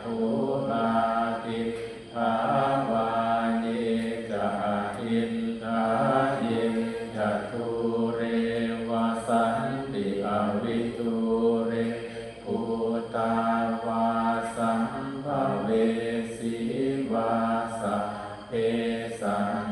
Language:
Pali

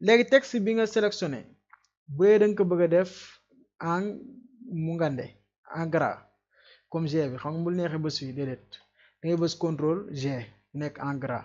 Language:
Wolof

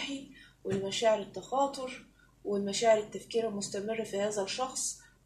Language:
Egyptian Arabic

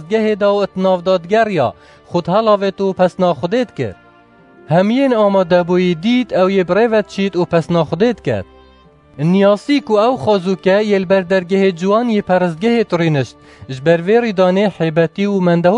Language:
Kurdish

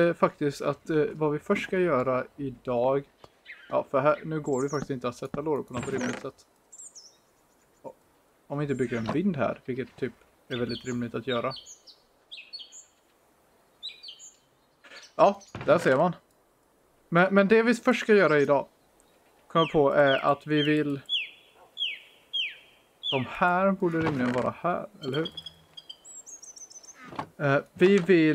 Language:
Swedish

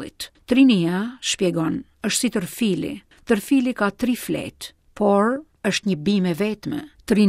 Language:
Albanian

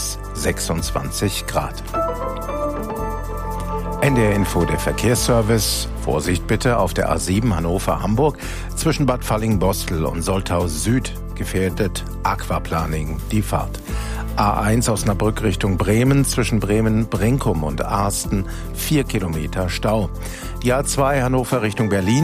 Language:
German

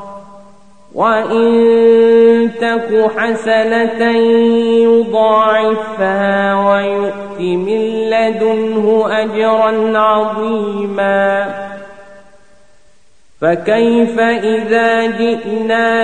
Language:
Arabic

